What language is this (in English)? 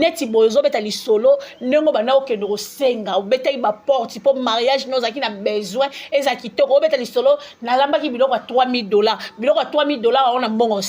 Lingala